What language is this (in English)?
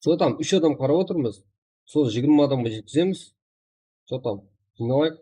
Kara-Kalpak